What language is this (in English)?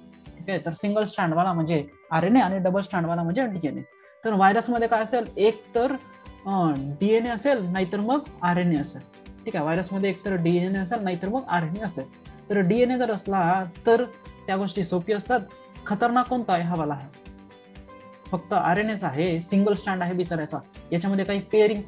Marathi